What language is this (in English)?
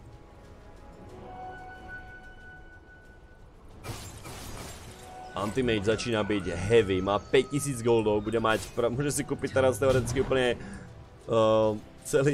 Slovak